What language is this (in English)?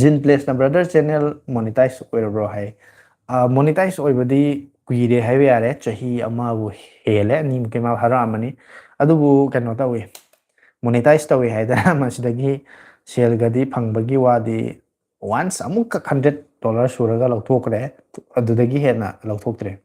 Manipuri